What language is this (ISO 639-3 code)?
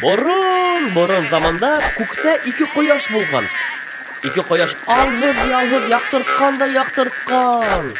bak